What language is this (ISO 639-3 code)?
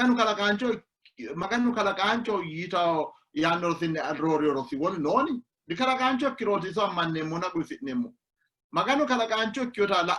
sid